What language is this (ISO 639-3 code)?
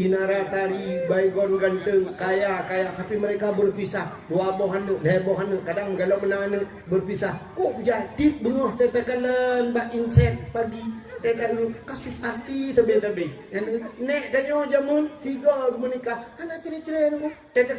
ace